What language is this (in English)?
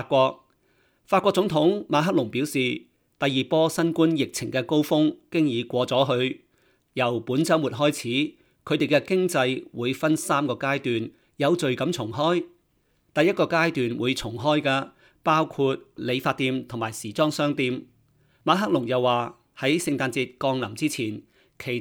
Cantonese